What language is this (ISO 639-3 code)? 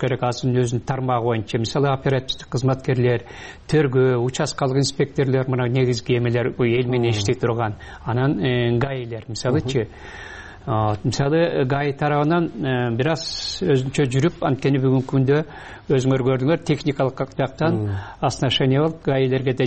kir